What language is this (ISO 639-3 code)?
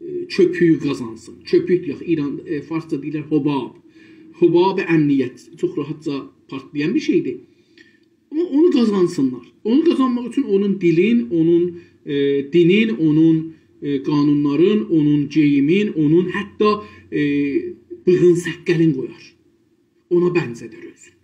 azb